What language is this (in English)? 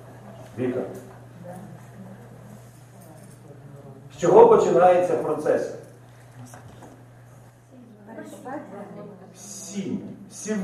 Ukrainian